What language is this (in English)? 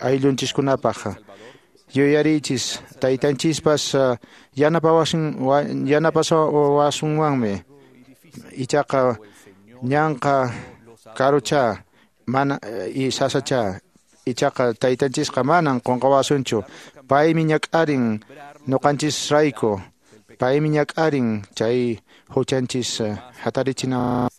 Quechua